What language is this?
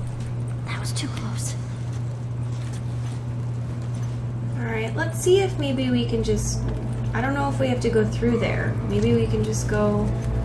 English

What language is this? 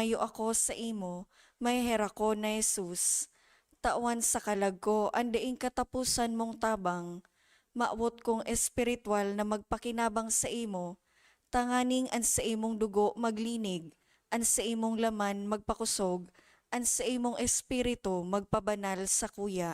Bikol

